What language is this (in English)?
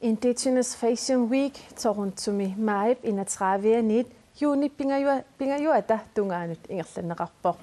Kalaallisut